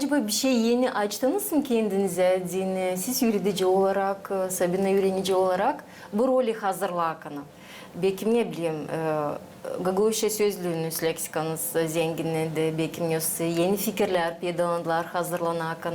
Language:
Gagauz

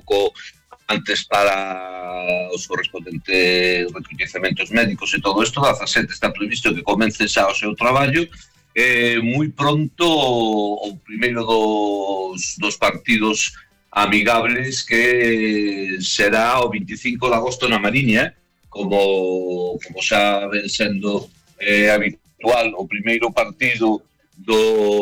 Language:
Galician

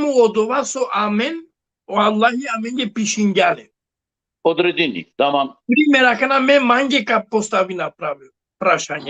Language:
Balkan Romani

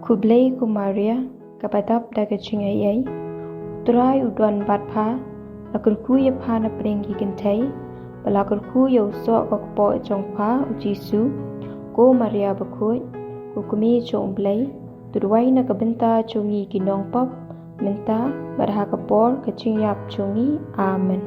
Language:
Khasi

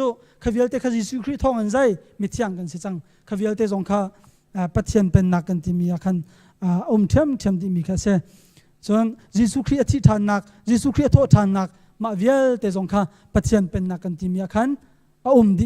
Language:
Hakha Chin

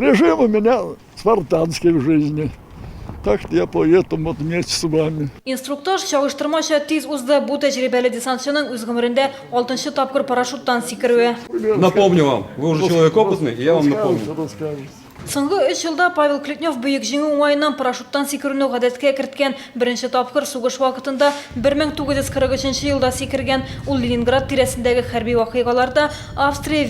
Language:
Tatar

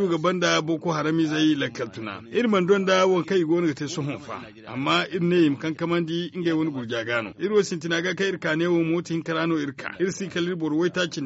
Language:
Zarma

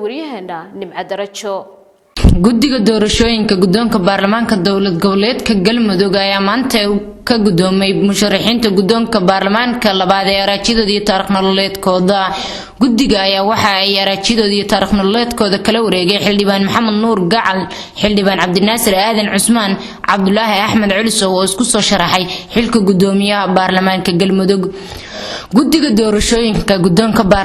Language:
Somali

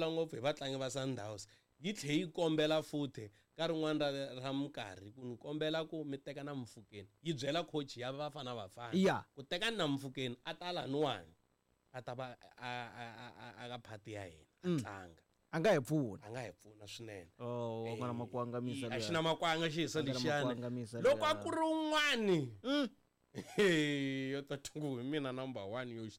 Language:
Tsonga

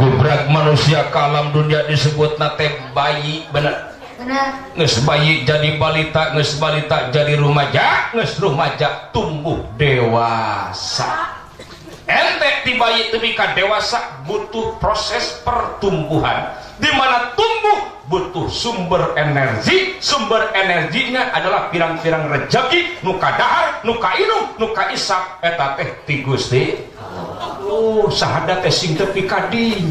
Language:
Sundanese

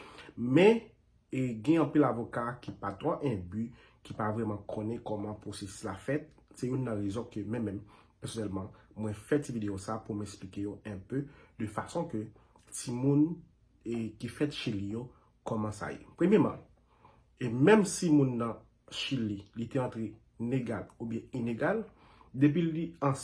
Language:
Haitian Creole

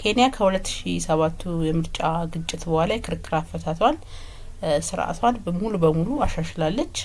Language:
Amharic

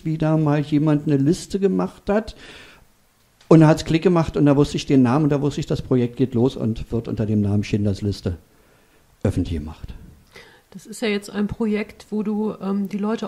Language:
German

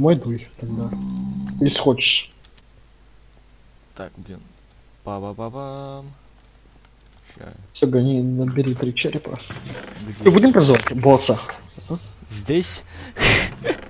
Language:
Russian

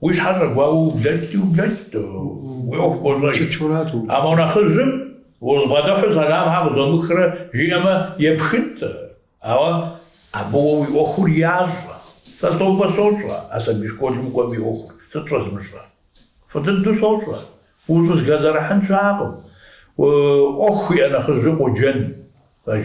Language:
Kabardian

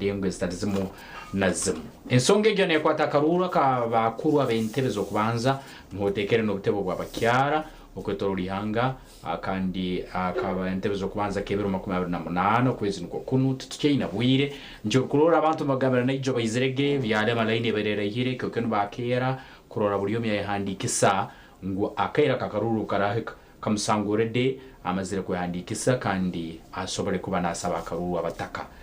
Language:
Nyankole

